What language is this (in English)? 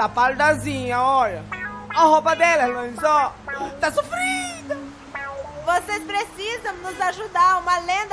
Portuguese